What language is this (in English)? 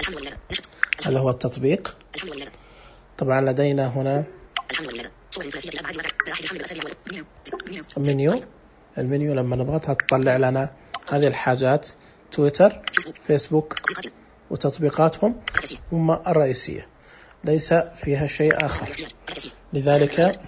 Najdi Arabic